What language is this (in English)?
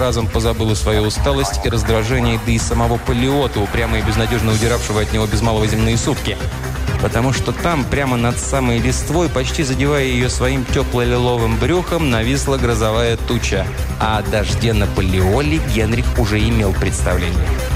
Russian